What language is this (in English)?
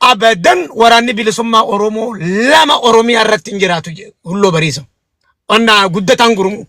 Oromo